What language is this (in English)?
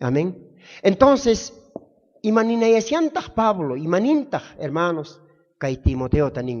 South Bolivian Quechua